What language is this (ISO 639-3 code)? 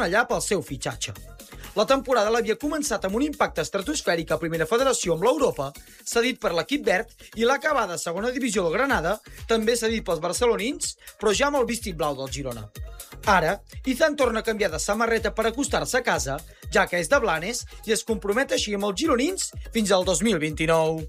cat